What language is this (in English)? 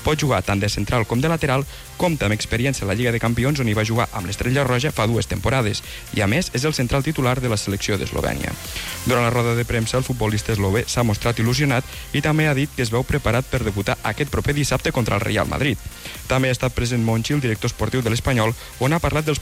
Catalan